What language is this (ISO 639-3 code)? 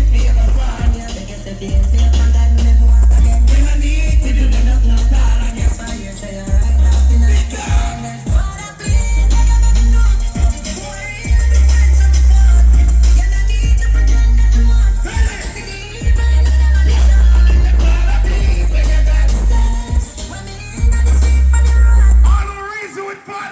jam